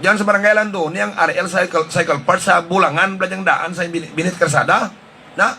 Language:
Hiligaynon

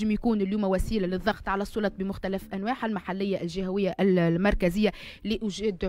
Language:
Tunisian Arabic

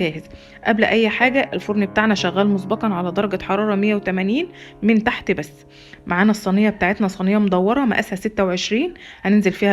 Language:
Egyptian Arabic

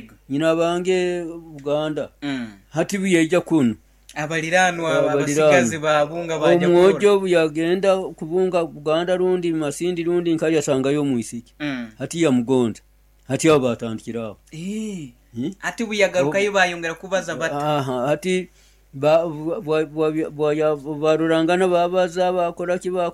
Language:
Nyoro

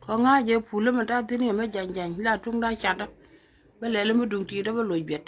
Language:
Nuer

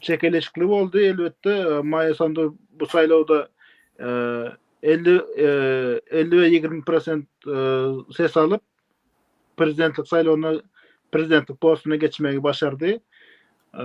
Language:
Turkmen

